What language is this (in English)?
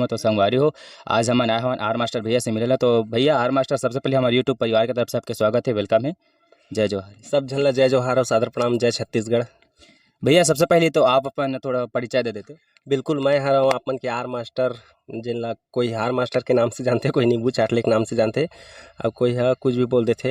Chhattisgarhi